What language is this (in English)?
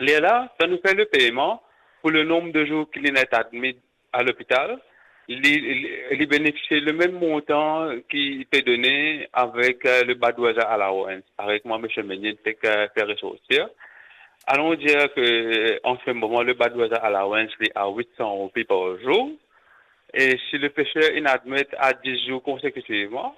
Morisyen